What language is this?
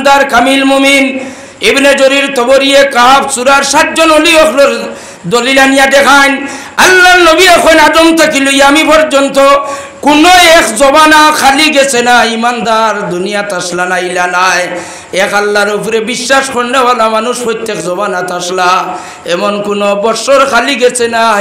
Sylheti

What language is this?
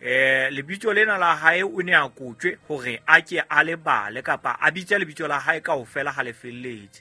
Southern Sotho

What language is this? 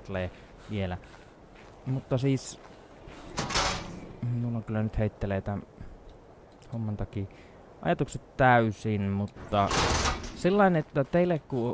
Finnish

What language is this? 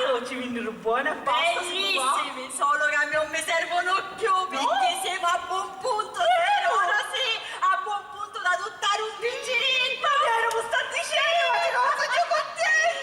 Sicilian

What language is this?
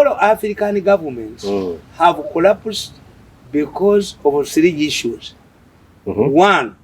Ganda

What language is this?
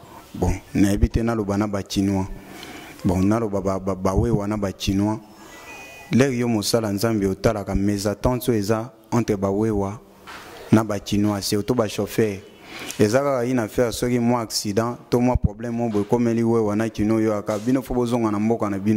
Lingala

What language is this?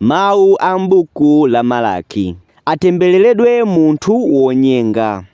Nyanja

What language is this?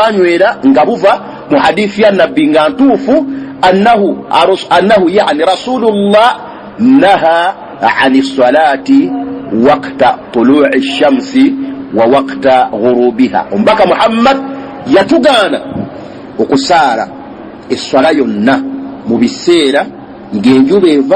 Ganda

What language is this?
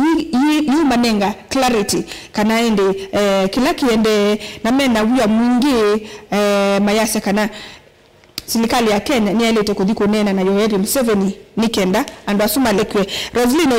Kamba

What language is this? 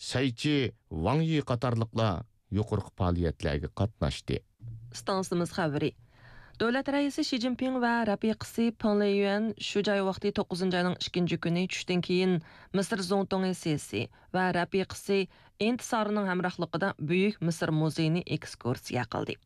Uyghur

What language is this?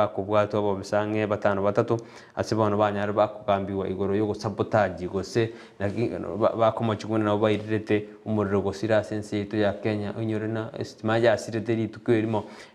Gusii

